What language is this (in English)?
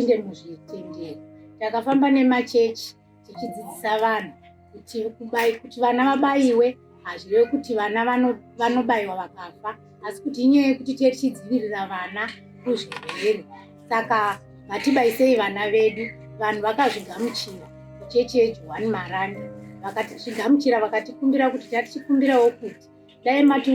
Shona